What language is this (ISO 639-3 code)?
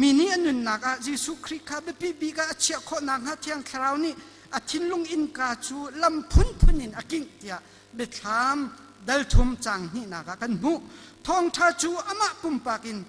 cnh